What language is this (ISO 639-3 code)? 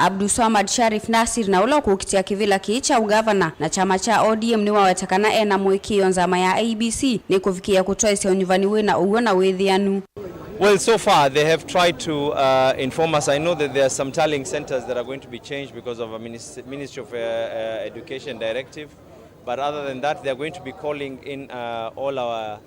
kam